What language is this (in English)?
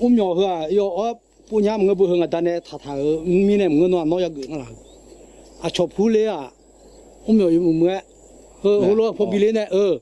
Akha